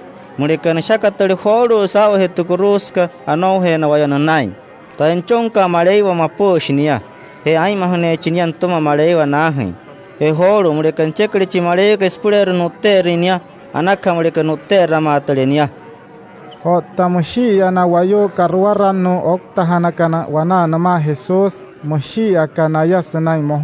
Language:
Wayuu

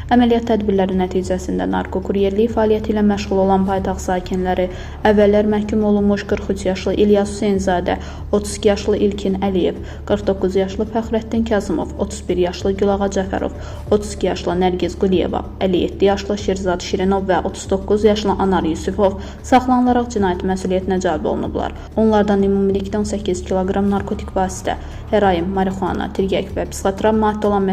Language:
Azerbaijani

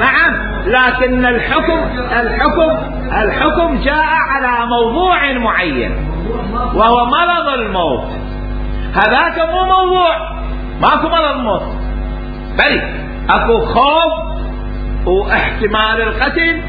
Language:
Mesopotamian Arabic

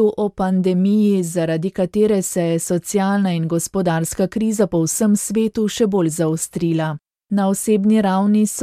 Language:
Slovenian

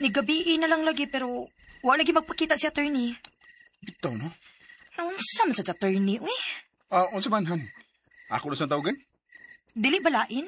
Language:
Cebuano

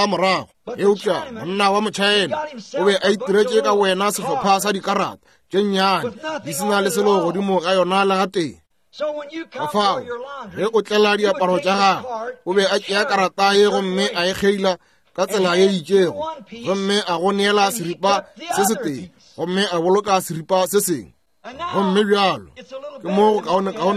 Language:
Northern Sotho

